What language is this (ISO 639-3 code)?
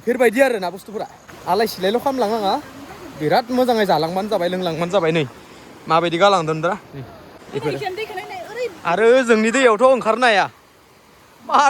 brx